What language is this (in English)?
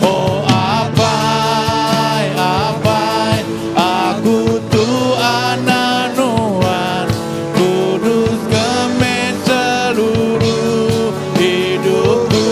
Iban